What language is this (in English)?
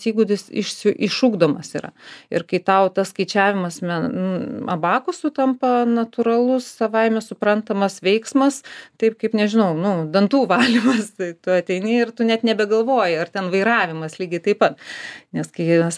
Lithuanian